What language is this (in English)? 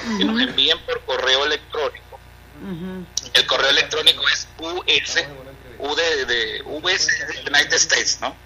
Spanish